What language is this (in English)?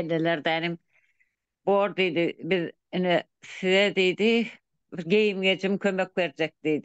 Turkmen